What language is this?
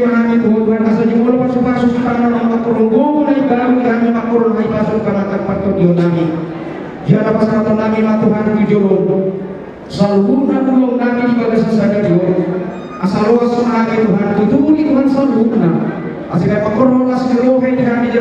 Batak Toba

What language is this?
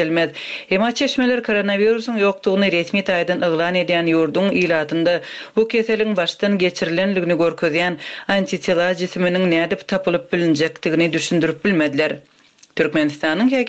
Turkmen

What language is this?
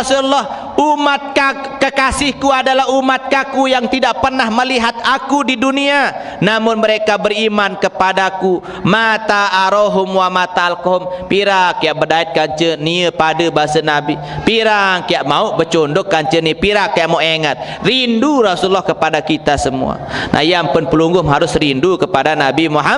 Sasak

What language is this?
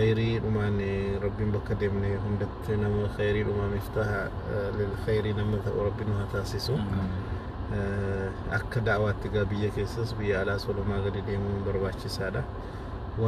Oromo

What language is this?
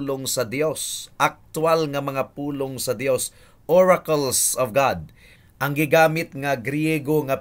Cebuano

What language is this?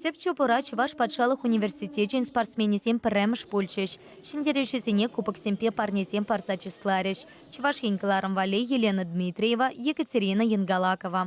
Chuvash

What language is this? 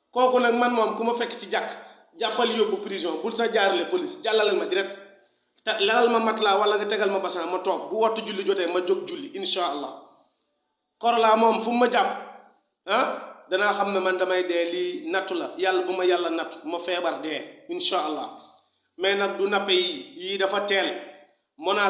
Wolof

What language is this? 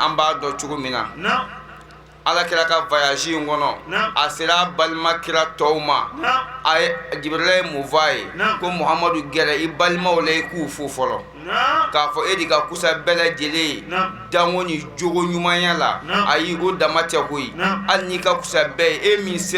Bambara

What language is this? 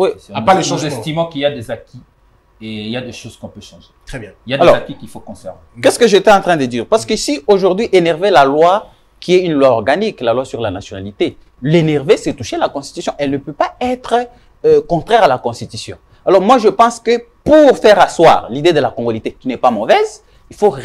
French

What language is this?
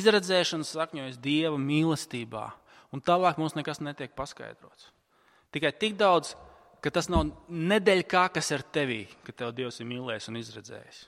Latvian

